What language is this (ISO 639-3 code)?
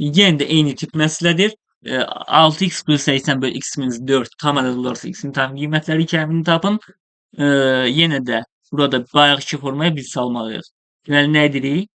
aze